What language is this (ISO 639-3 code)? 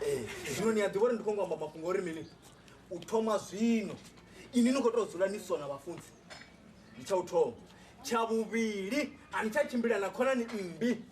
ven